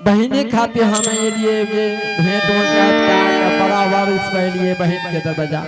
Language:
Angika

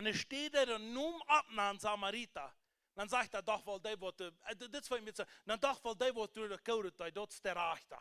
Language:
Plautdietsch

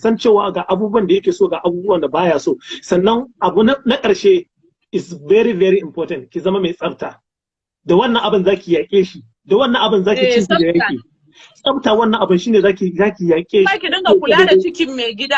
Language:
Hausa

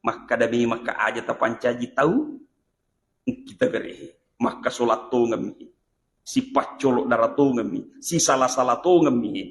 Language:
Buginese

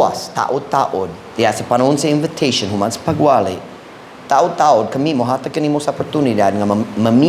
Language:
Cebuano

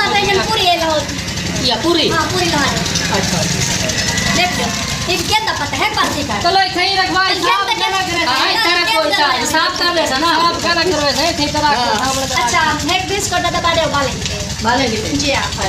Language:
Saraiki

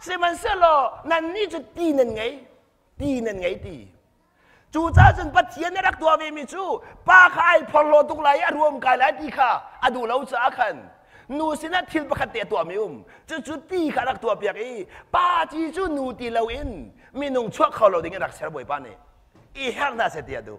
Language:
Hakha Chin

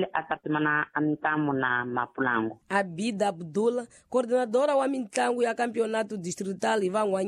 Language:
Tsonga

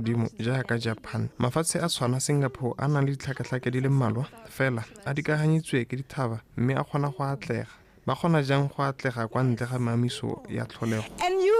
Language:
Tswana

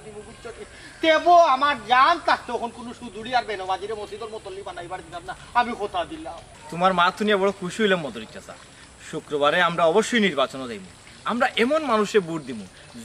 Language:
Sylheti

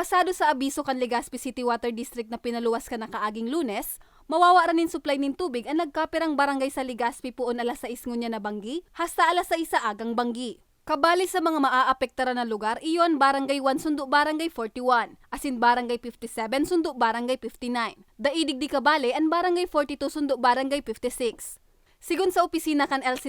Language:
Bikol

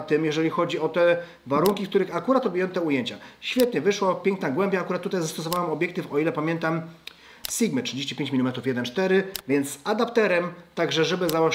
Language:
Polish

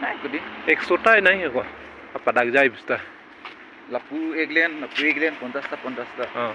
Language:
Karbi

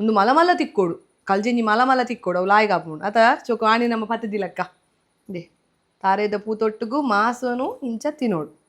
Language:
Tulu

